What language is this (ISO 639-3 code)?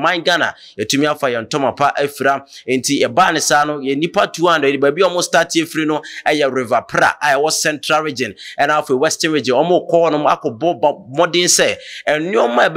aka